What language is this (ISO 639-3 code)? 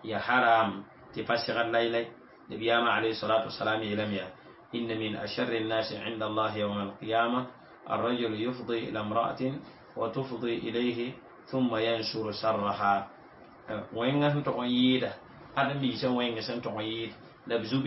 mos